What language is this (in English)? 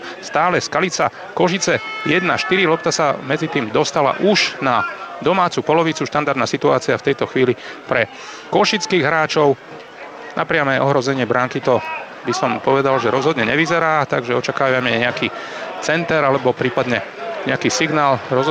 Slovak